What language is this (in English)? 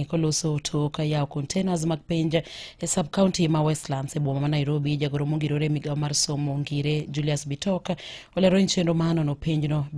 Luo (Kenya and Tanzania)